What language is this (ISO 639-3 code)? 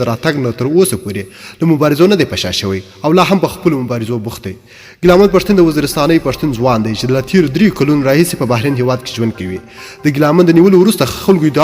pus